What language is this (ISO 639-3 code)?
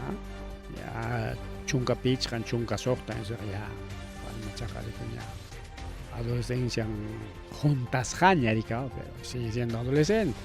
quy